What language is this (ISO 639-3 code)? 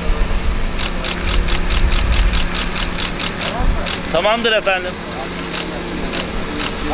tur